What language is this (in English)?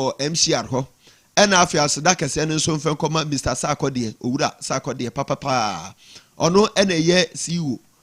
Akan